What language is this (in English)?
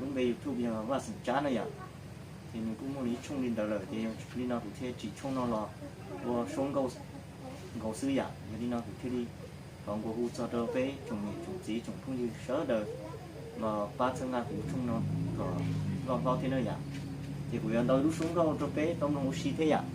Hmong